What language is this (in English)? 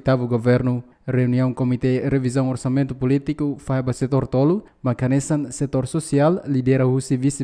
Tetum